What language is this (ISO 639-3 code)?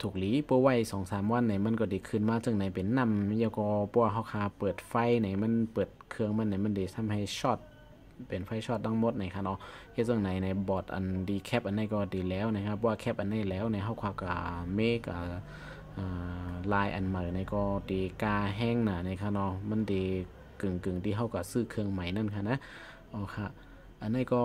shn